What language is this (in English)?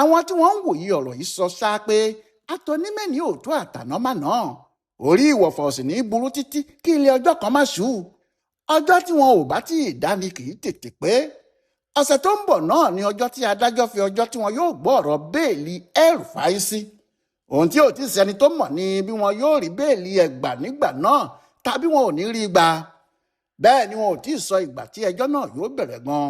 Yoruba